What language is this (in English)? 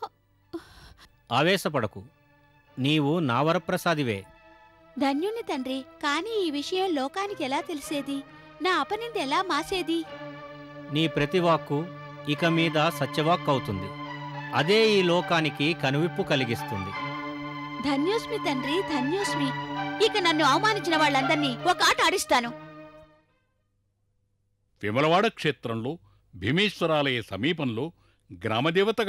Telugu